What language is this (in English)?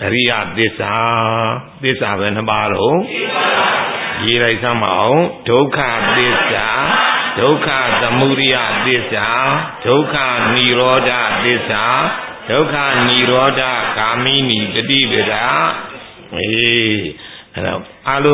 Burmese